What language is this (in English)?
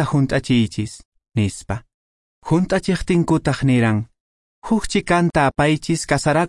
Quechua